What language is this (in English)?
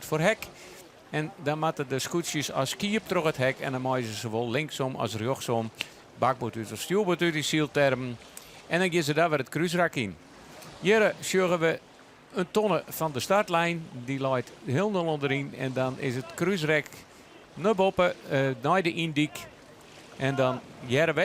Western Frisian